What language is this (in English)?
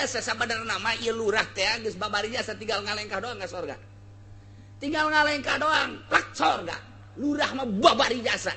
Sundanese